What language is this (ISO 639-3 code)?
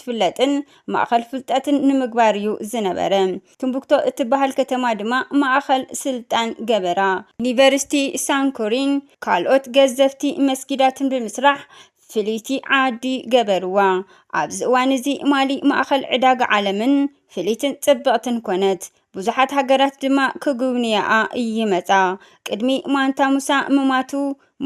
tir